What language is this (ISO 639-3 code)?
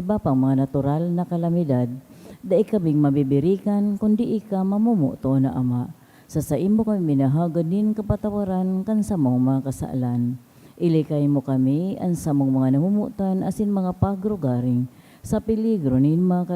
bik